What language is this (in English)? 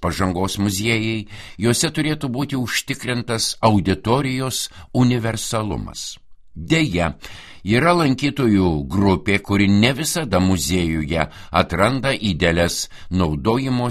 Lithuanian